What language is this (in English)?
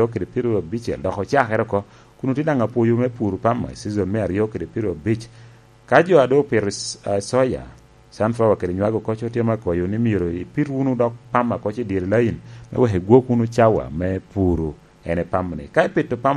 Lango (Uganda)